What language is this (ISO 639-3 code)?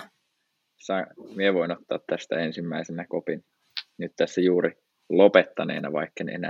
fin